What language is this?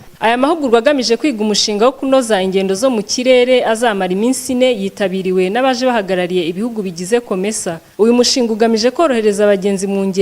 Kinyarwanda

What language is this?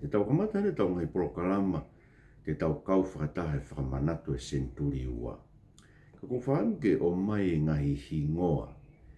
Tongan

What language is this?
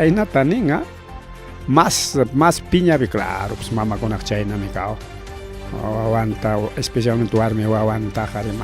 Ayacucho Quechua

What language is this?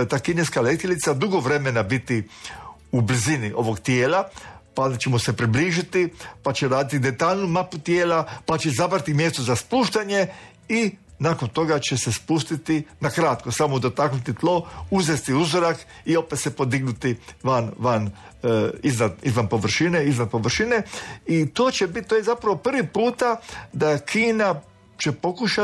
Croatian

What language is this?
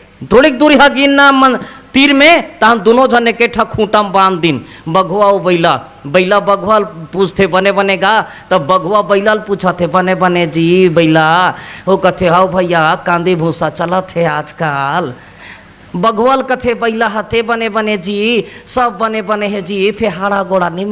Chhattisgarhi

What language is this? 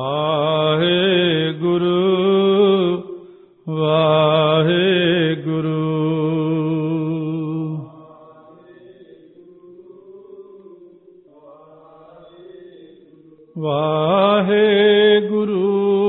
Punjabi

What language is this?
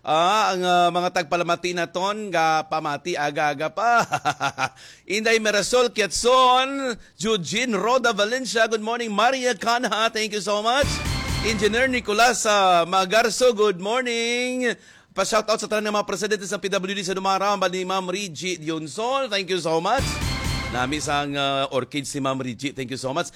Hiligaynon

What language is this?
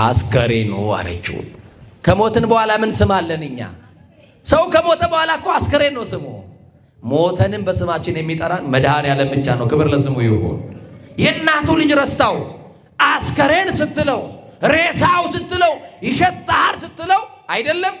Amharic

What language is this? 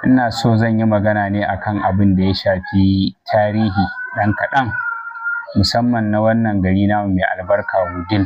Hausa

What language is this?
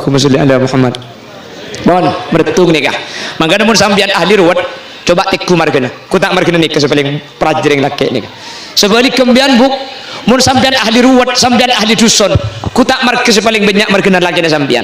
Madurese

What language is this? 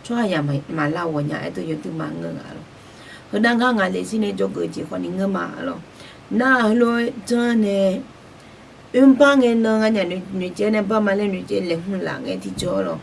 Akha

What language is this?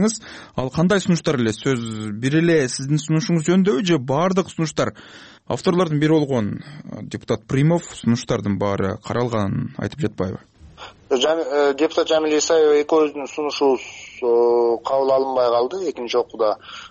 Kyrgyz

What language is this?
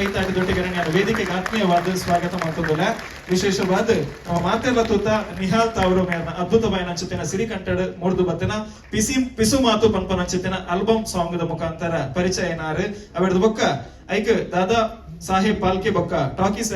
Tulu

